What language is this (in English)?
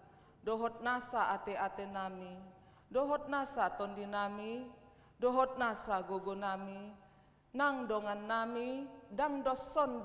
Batak Toba